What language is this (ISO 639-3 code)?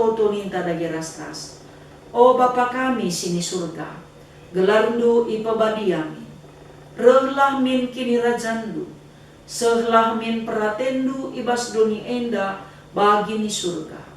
btx